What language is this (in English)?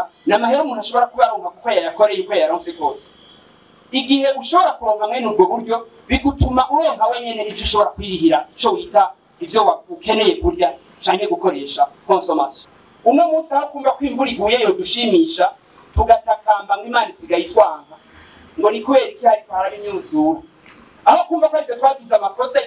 Rundi